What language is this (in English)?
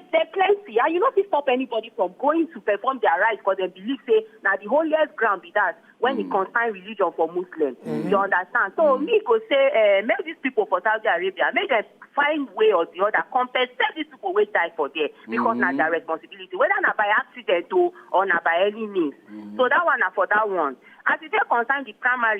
Nigerian Pidgin